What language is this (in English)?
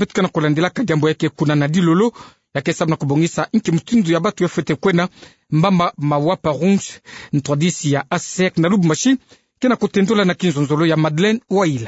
Kituba (Democratic Republic of Congo)